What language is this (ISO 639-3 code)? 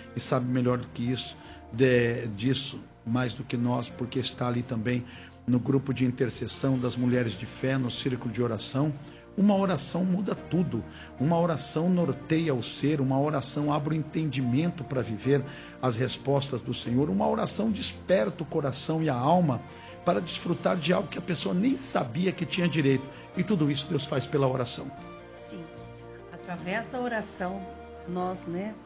por